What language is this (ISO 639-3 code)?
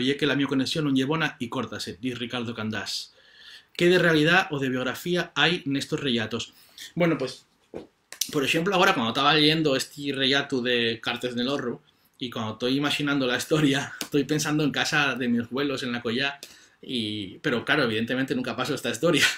ast